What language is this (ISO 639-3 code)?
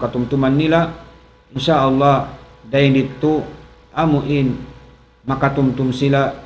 tsg